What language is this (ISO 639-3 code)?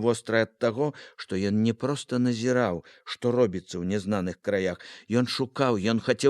bel